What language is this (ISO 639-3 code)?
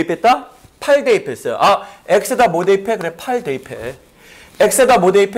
kor